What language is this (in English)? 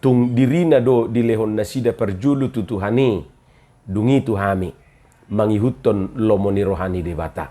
Batak Toba